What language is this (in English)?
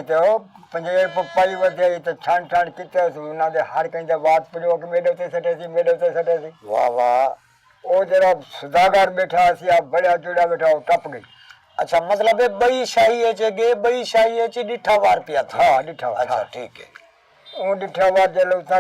Saraiki